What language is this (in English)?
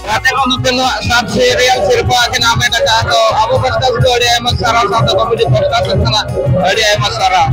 Santali